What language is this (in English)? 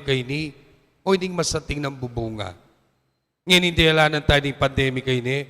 Pampanga